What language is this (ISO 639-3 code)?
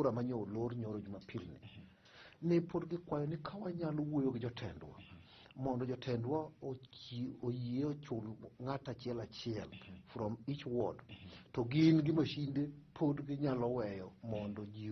luo